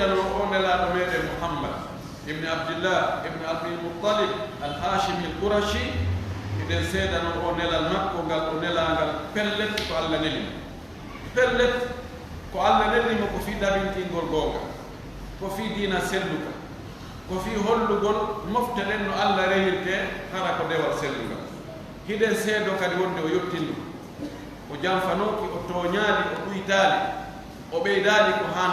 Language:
Pular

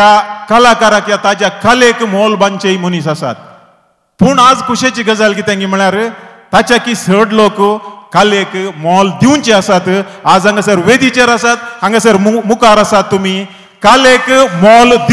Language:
Konkani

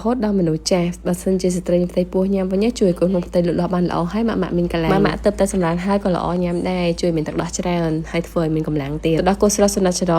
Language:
Khmer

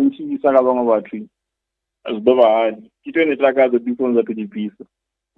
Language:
Venda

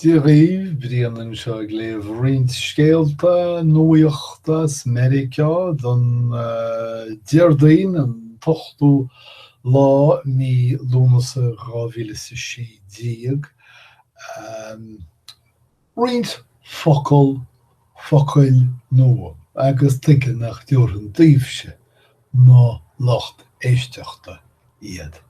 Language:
Irish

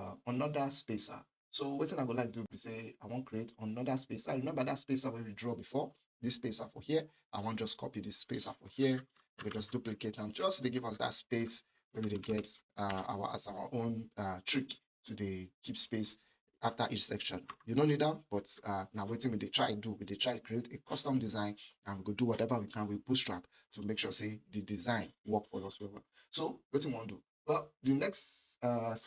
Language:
Nigerian Pidgin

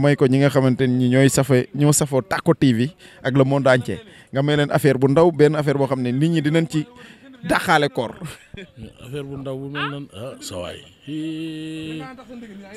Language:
Wolof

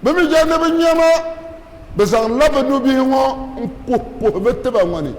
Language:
Dagbani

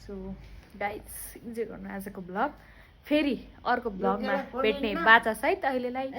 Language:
Nepali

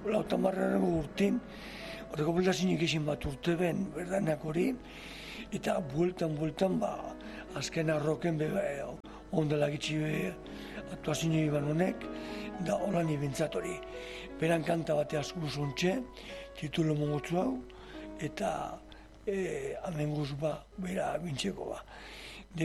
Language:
Basque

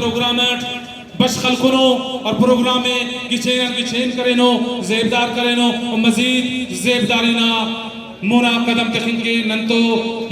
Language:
Brahui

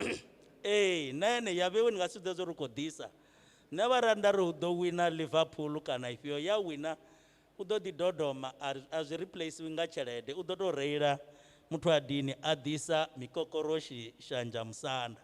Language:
Venda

